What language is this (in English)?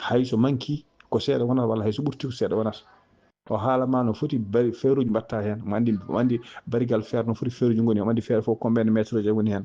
Fula